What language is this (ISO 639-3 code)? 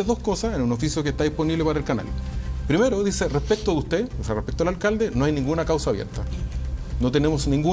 spa